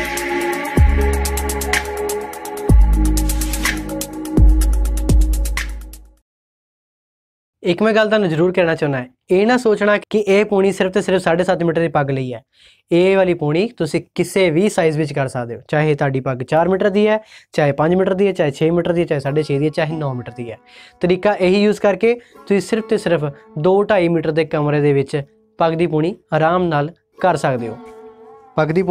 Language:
Punjabi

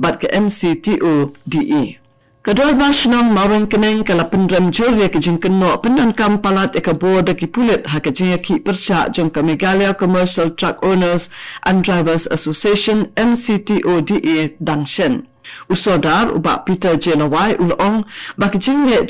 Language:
Khasi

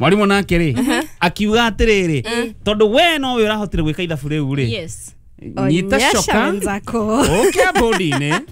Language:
Kikuyu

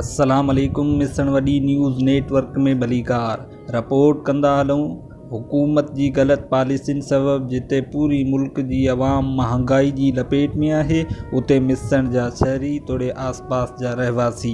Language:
Sindhi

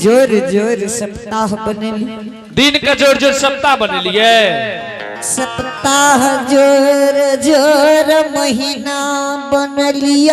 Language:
Angika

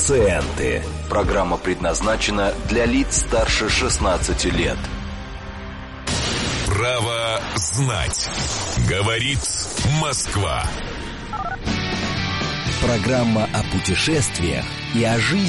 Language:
Russian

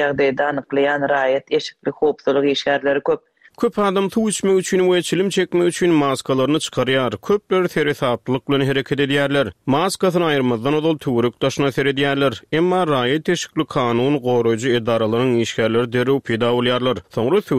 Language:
Turkmen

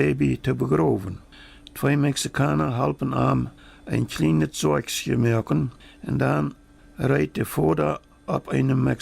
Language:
Plautdietsch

